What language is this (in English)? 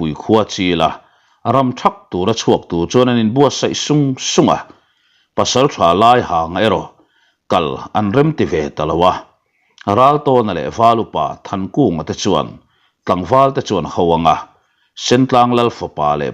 Mizo